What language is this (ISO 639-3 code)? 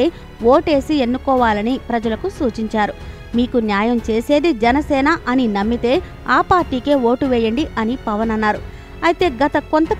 tel